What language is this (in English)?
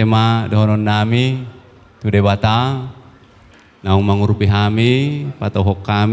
Batak Toba